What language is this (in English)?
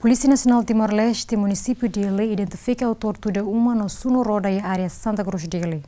Tetum